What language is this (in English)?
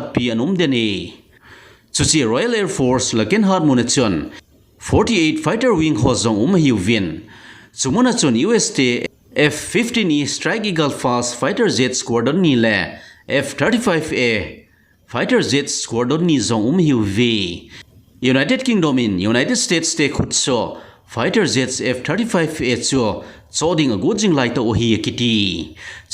Thado Chin